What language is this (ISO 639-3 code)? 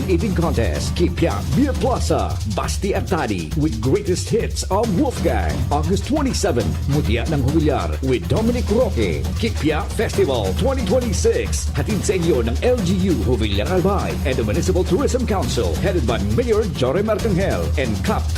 bik